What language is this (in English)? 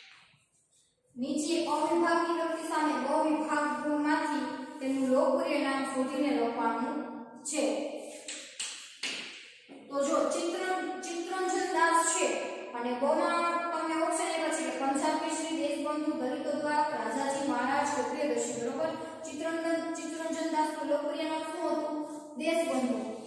Gujarati